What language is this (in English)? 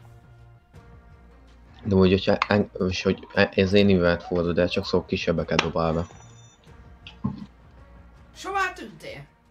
Hungarian